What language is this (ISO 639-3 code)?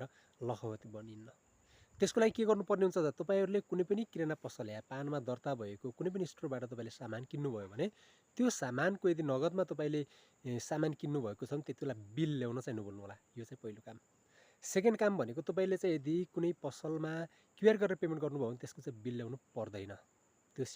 nep